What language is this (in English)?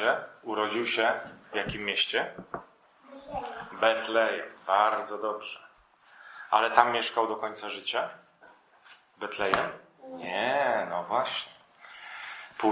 Polish